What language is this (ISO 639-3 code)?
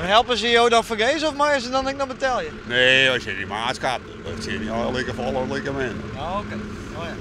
fry